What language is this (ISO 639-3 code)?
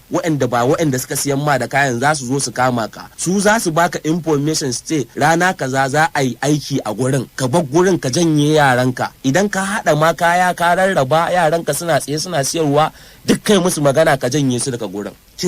hau